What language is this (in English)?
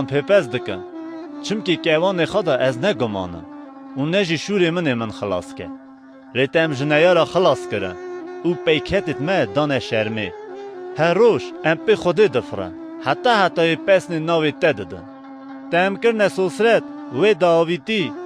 Kurdish